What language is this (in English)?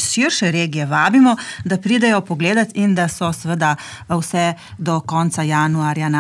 Slovenian